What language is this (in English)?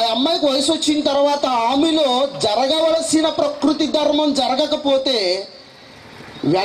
Telugu